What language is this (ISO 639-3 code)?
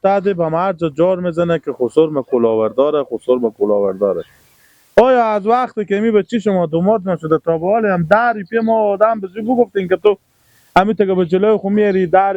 fas